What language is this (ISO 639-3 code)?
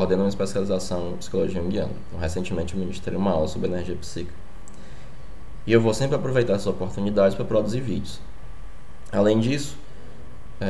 por